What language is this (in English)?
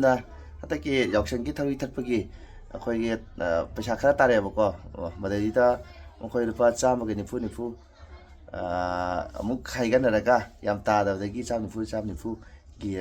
Manipuri